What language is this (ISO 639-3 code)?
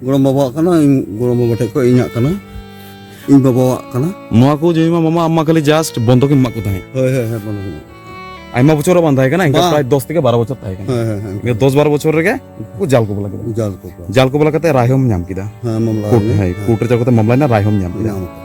sat